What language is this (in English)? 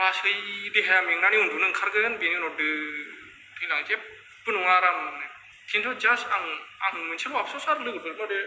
Bodo